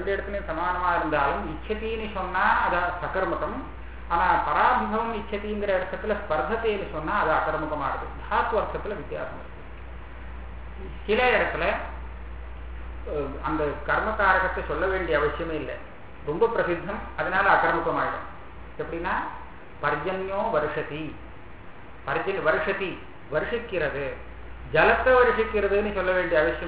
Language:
Tamil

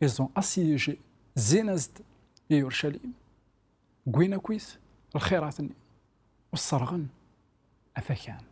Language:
Kabyle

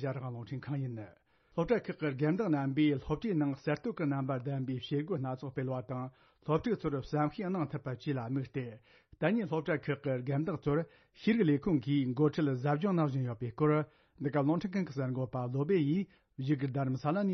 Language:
Tibetan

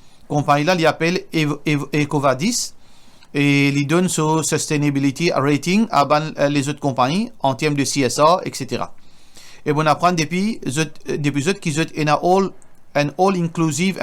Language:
Morisyen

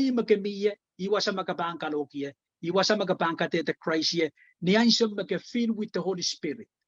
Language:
Pohnpeian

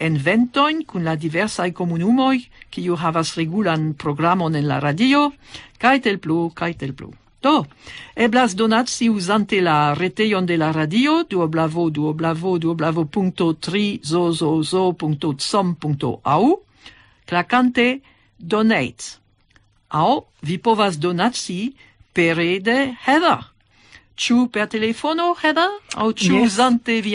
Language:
Esperanto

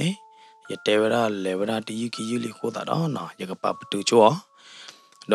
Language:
S'gaw Karen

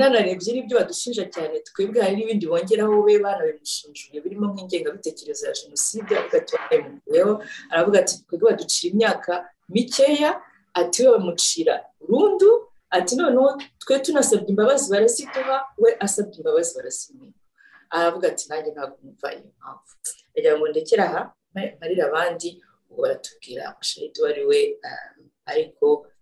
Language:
Kinyarwanda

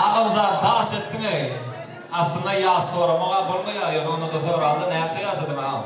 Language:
Turkmen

